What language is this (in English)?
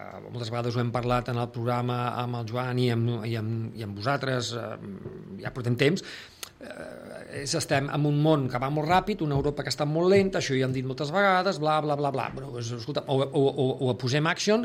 Catalan